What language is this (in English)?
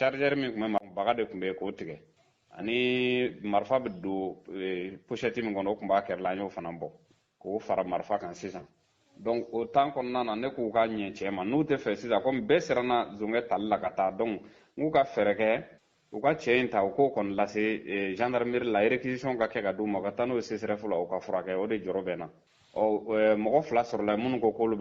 Bambara